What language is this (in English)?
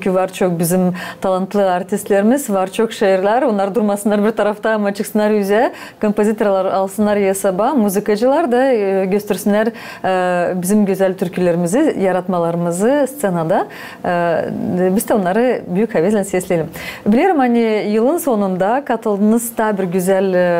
Gagauz